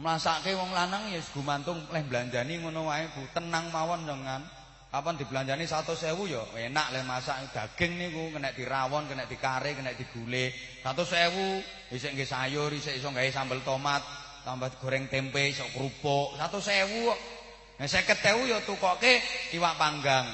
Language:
Javanese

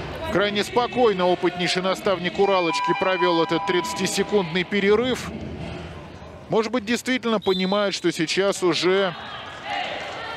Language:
Russian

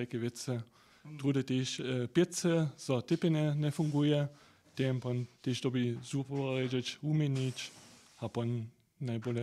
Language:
Upper Sorbian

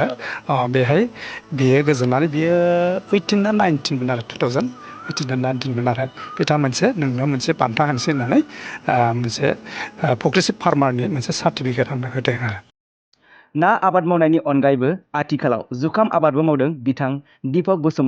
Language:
Bodo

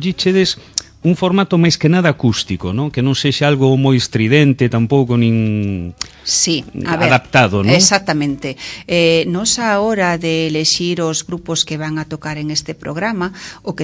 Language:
Galician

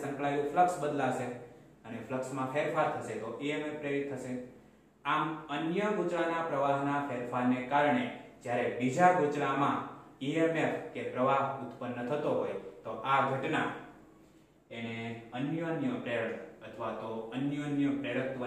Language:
Gujarati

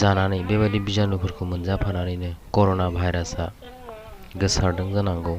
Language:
Bodo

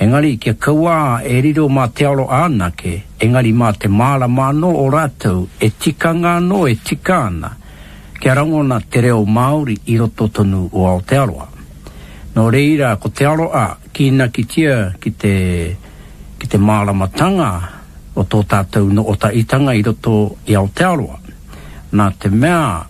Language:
Māori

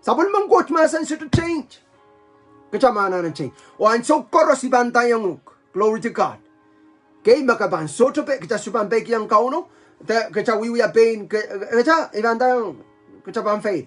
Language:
Pohnpeian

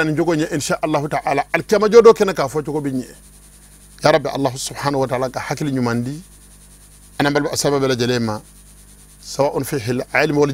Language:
Bambara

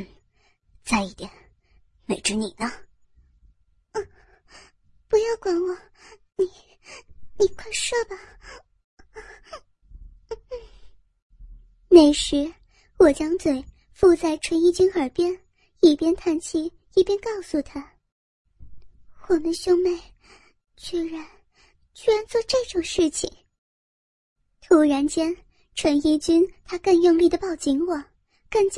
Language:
Chinese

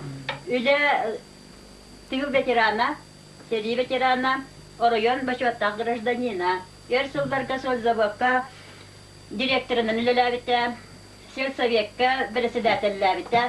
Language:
Yakut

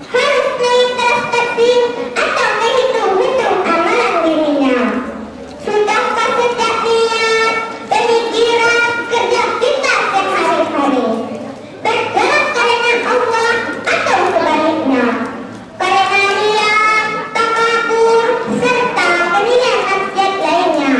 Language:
Minangkabau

